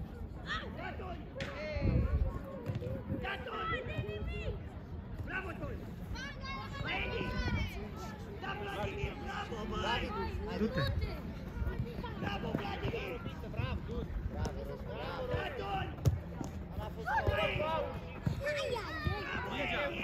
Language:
Romanian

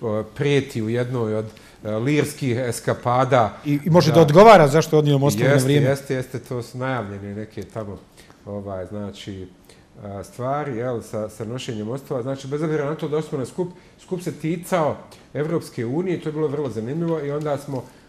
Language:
Bosnian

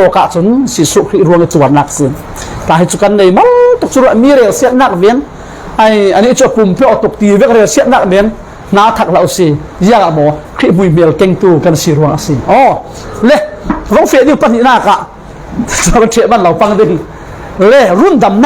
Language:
Falam Chin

